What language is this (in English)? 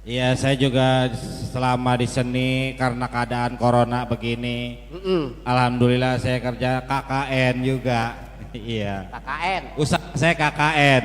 Betawi